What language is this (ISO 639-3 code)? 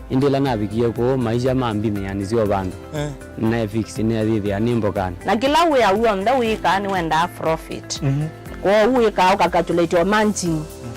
kam